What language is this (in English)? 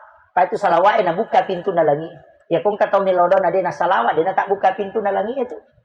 Buginese